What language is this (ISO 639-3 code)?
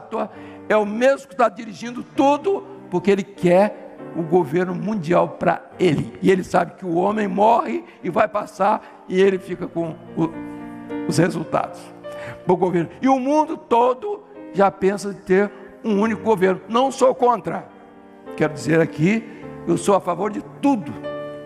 por